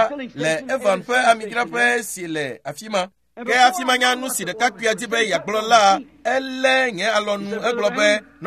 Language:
Ewe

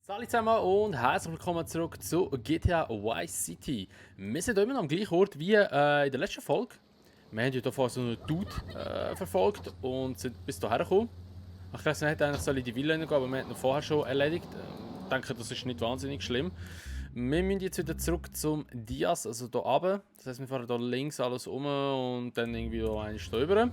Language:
Swiss German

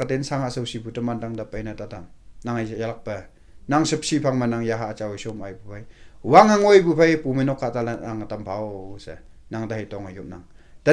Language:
Konyak Naga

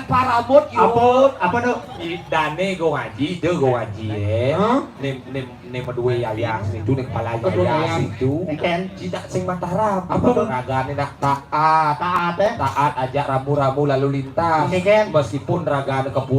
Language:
Balinese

